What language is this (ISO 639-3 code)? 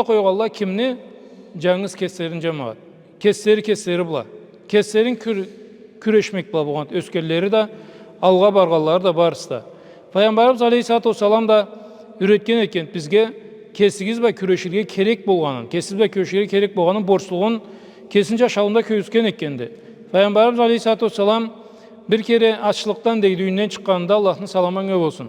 krc